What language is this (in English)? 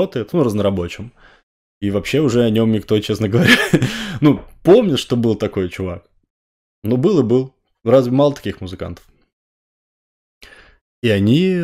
Russian